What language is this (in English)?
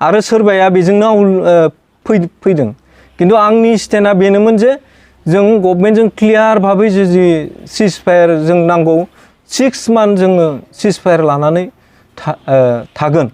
Bodo